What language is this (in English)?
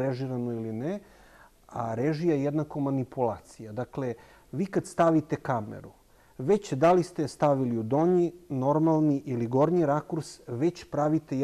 Serbian